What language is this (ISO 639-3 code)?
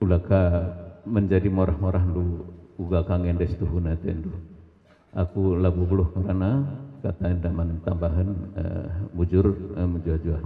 btx